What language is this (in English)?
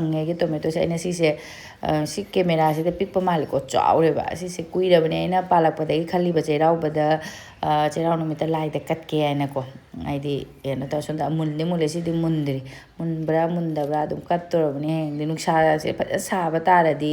Manipuri